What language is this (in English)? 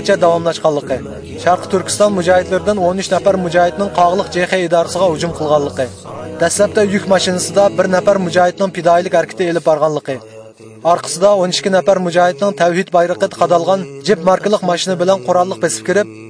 Uyghur